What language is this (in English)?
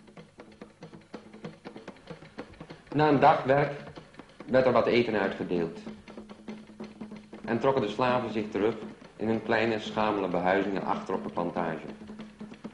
Dutch